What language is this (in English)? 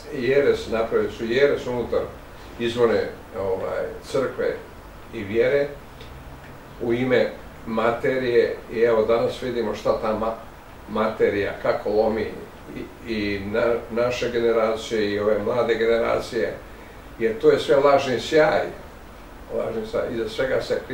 Bosnian